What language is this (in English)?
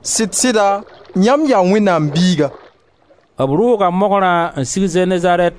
Mossi